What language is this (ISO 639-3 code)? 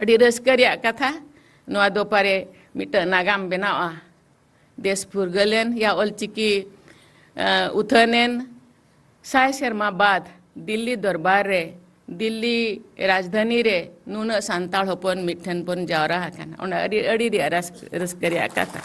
sat